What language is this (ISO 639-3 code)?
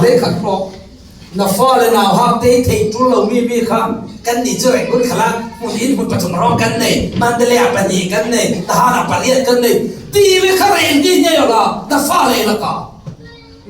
cfm